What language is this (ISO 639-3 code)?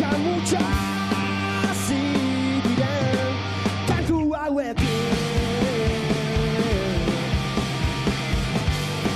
eus